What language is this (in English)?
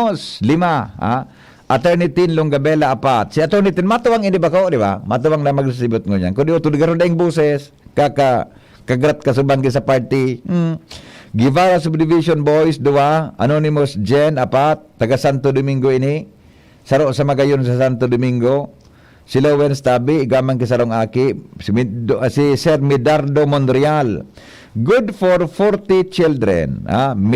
Bikol